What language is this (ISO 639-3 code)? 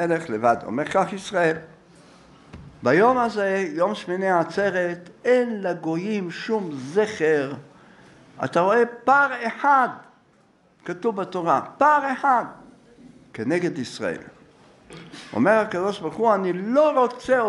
heb